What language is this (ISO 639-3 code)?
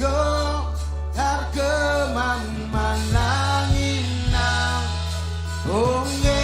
mah